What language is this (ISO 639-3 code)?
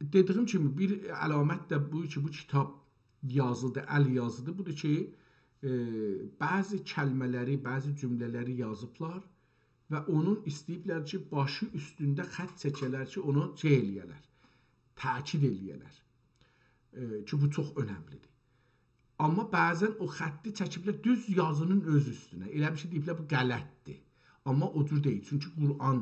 azb